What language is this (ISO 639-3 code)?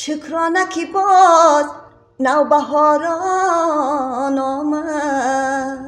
tgk